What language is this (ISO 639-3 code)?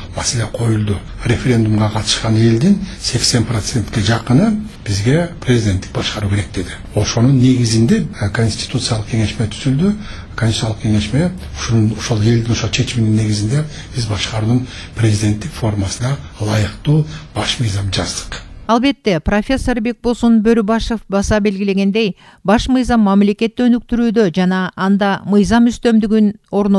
kir